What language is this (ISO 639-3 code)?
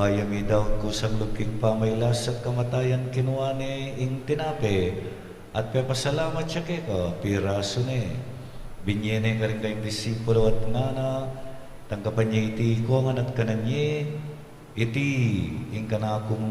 pam